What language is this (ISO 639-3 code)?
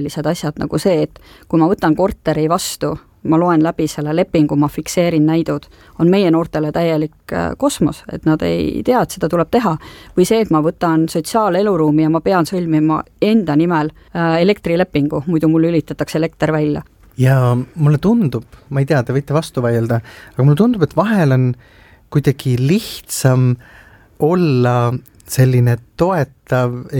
est